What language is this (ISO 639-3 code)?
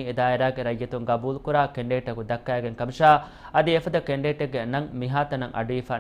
div